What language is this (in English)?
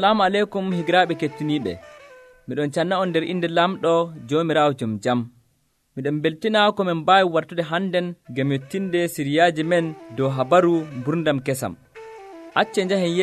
Nigerian Fulfulde